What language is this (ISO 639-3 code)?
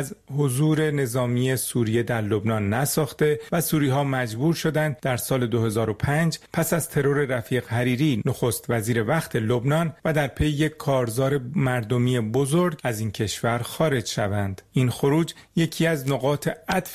fas